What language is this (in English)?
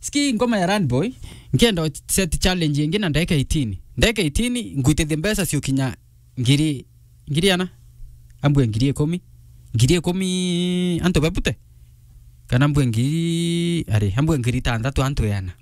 Meru